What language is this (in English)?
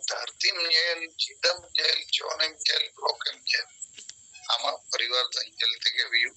Santali